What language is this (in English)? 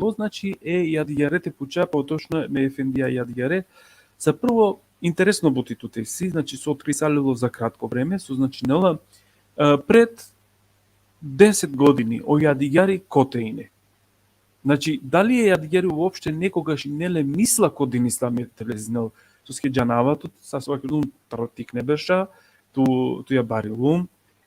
Balkan Romani